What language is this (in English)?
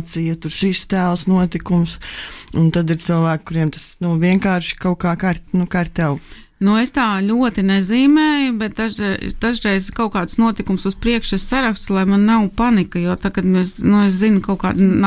Latvian